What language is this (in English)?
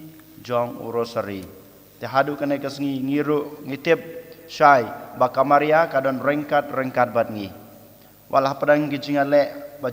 Khasi